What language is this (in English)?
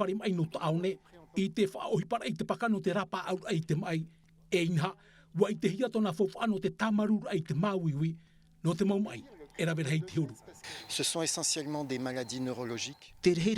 Tahitian